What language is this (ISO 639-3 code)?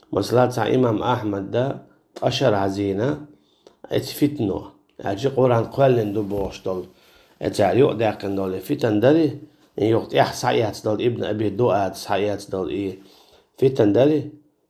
che